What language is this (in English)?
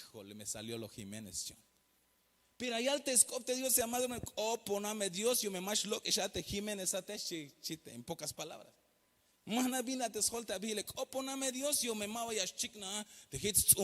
Tzeltal